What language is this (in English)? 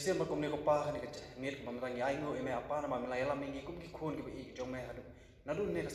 Khasi